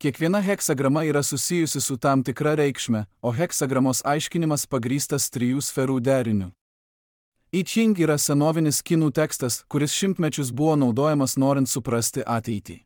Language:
Lithuanian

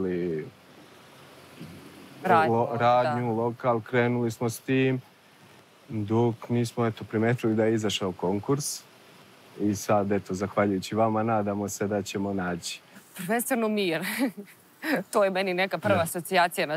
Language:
Serbian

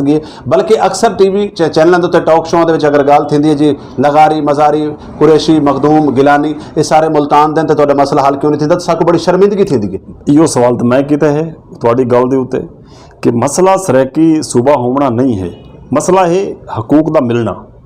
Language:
Saraiki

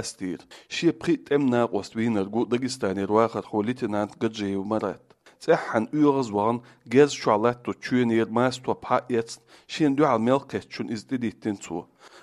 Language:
Chechen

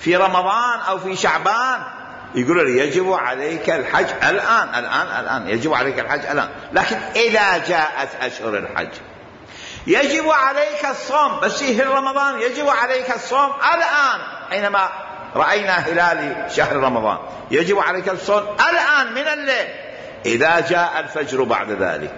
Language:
Mesopotamian Arabic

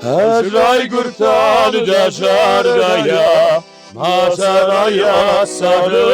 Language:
Ossetic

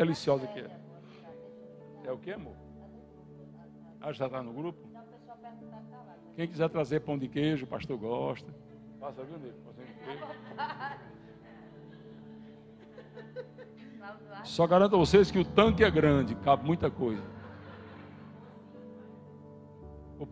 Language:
Portuguese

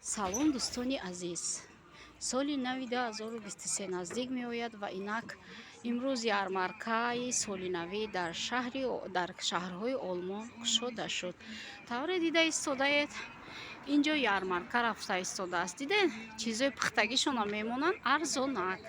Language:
Tajik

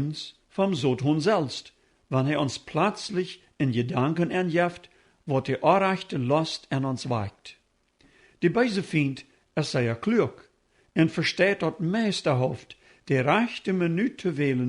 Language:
Plautdietsch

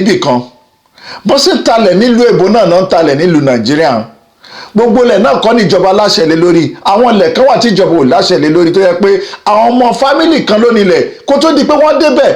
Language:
Yoruba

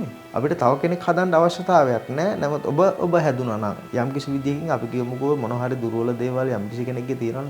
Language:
Sinhala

